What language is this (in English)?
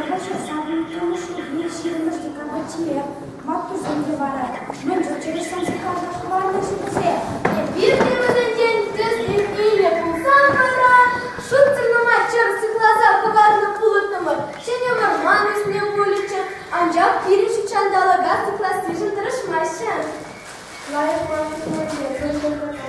Chuvash